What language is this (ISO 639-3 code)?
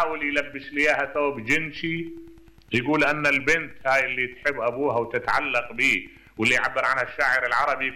acm